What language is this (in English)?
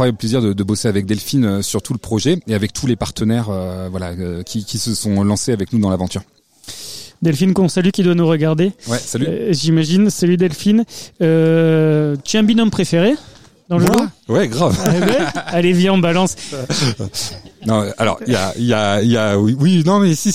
French